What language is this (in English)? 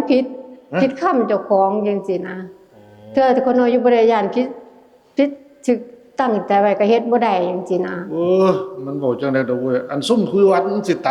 Northeastern Thai